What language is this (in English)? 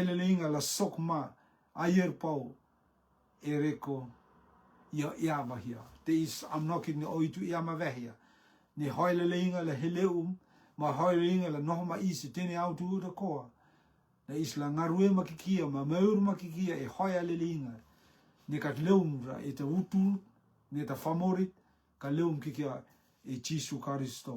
Rotuman